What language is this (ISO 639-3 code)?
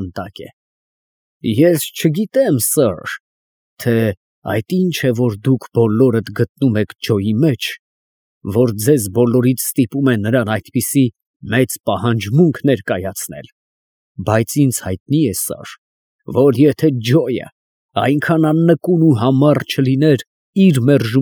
hye